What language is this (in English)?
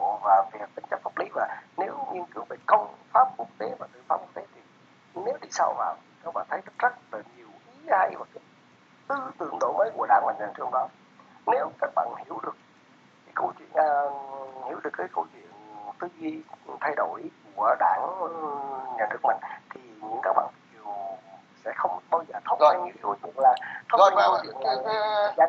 Vietnamese